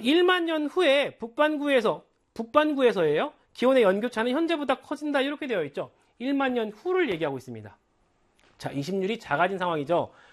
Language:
Korean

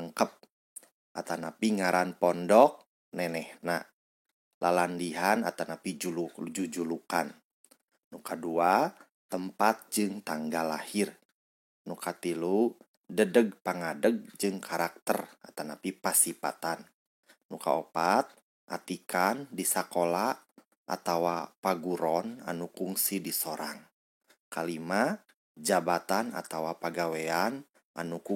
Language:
Sundanese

